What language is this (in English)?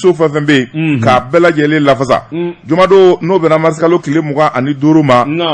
Bambara